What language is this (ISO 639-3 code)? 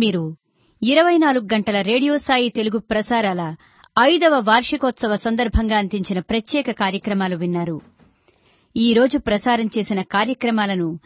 tel